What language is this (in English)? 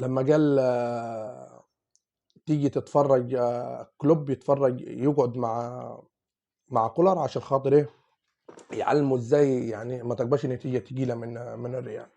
Egyptian Arabic